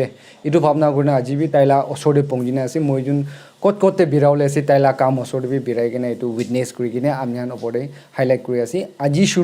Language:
Naga Pidgin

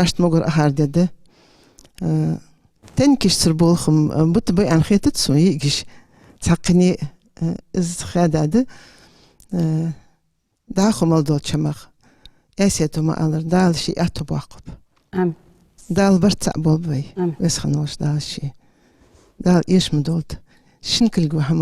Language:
Ingush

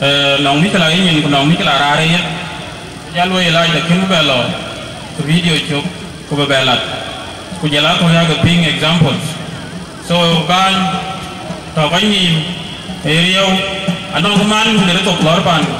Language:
Dinka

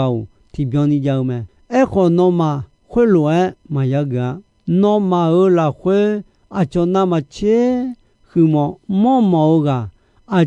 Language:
Akha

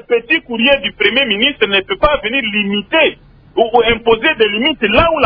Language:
French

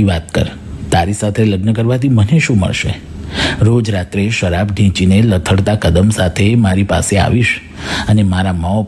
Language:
Gujarati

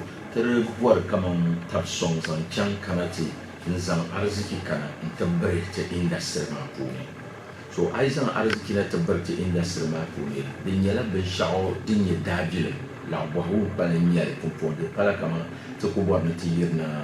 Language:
Dagbani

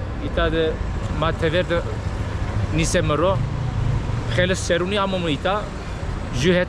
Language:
Zaza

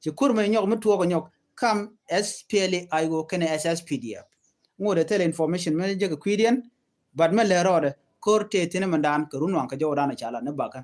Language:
Nuer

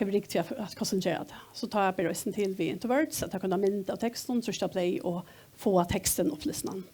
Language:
Faroese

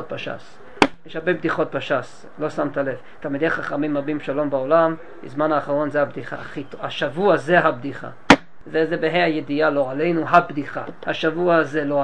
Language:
Hebrew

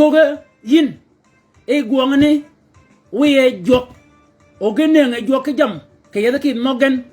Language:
Shilluk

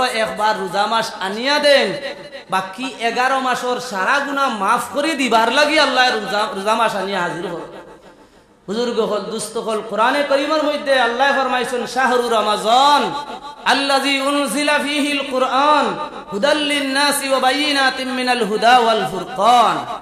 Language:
Sylheti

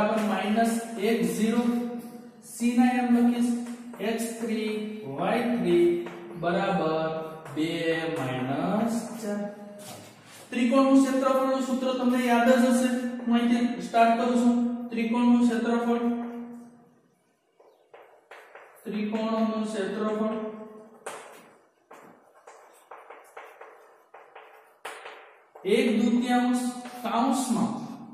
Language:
Gujarati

